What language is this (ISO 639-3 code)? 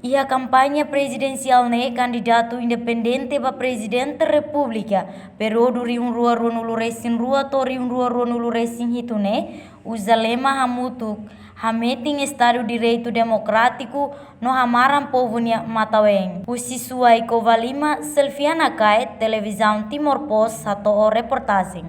tet